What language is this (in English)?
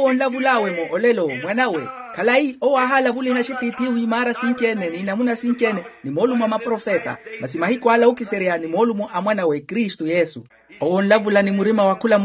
Makhuwa